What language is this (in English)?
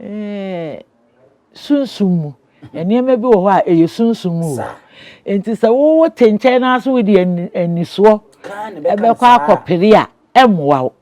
Akan